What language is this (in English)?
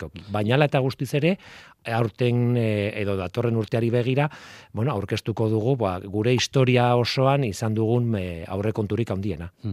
Basque